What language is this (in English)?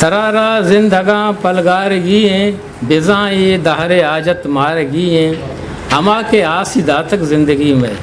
Eastern Balochi